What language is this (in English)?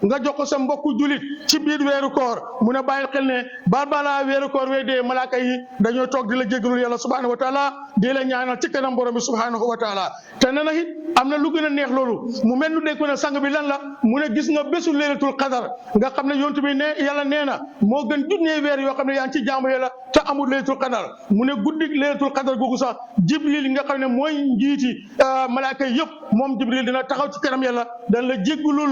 Wolof